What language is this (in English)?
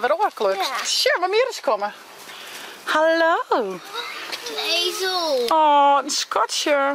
Western Frisian